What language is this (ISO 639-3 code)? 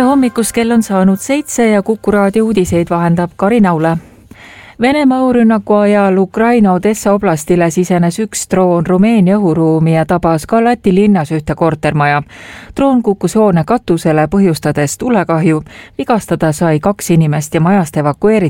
est